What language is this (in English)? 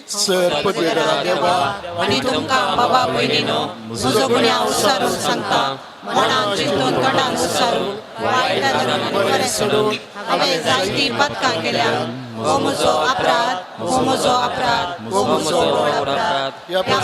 Konkani